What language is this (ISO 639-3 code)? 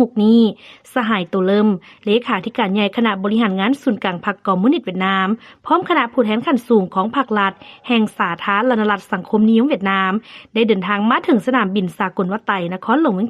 lao